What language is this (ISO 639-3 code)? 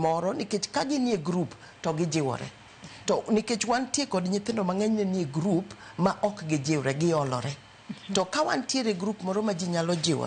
luo